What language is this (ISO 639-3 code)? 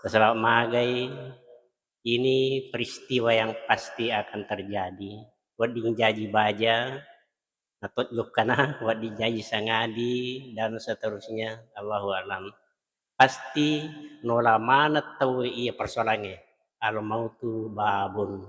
bug